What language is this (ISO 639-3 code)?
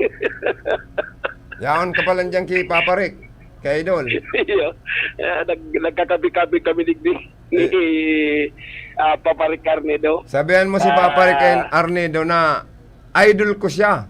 bik